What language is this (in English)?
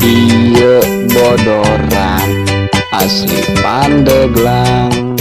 Sundanese